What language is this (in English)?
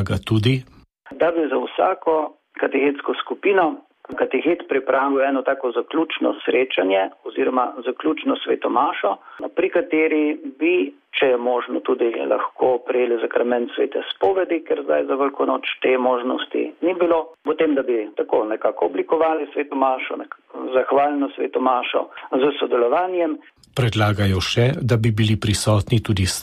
Slovenian